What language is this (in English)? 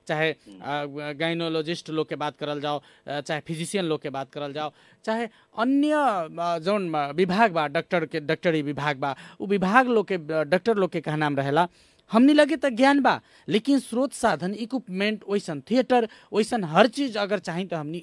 Bhojpuri